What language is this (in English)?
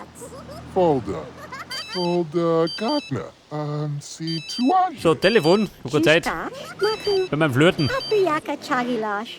Bavarian